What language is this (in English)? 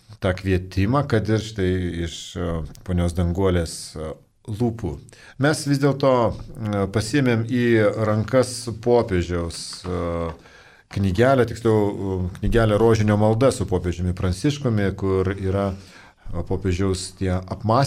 Lithuanian